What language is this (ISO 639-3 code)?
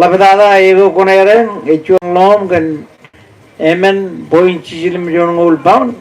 mah